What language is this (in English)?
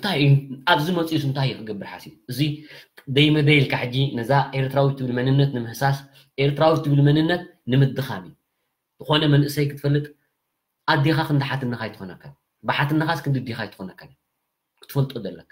Tigrinya